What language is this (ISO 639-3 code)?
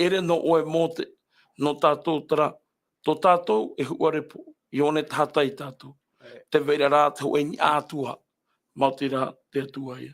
tah